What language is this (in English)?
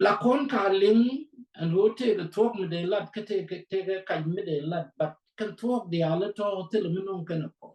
Nuer